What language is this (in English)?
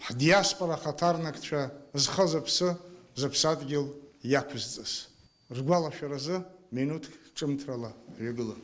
Abkhazian